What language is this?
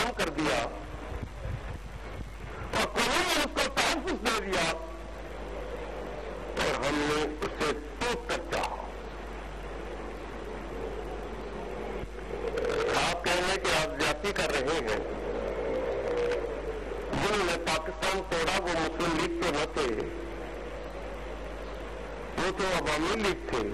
Urdu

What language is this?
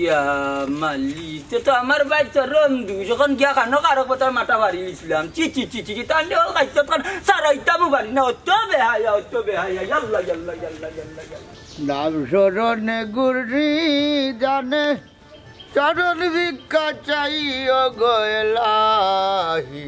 Sylheti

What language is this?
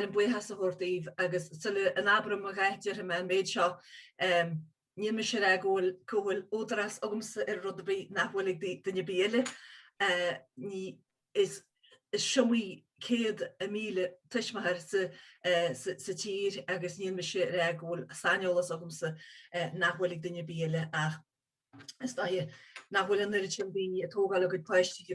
Irish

